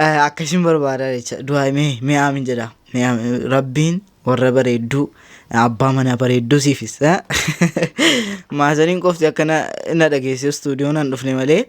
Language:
Oromo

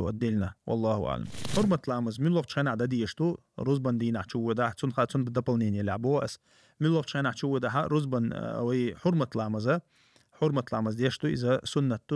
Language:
Chechen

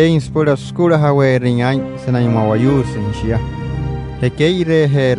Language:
Wayuu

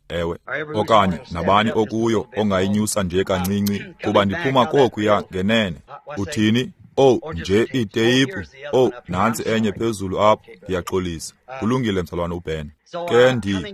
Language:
Xhosa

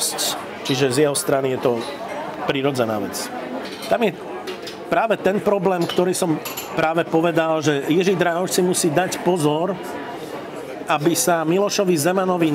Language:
Slovak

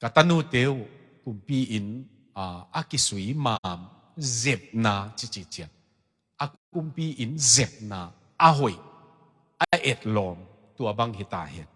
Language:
Tedim Chin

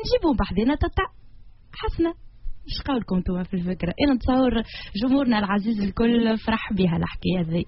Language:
Tunisian Arabic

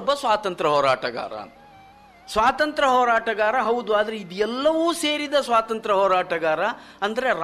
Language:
Kannada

